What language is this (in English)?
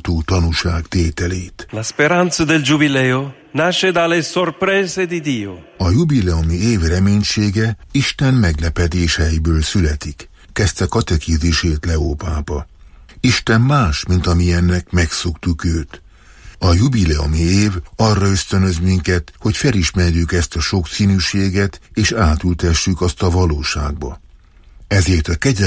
Hungarian